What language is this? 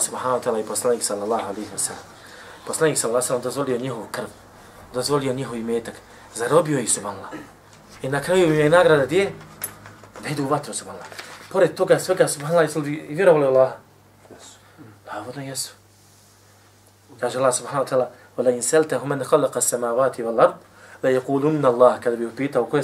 Bosnian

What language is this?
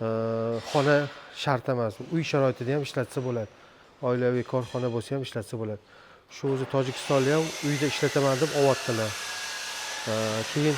Uzbek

